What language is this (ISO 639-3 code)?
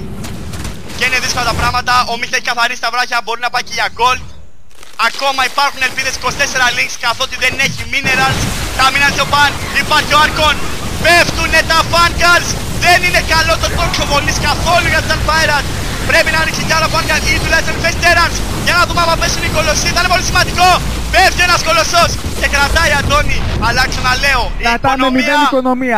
ell